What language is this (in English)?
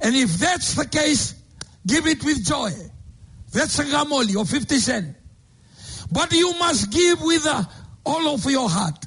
Fijian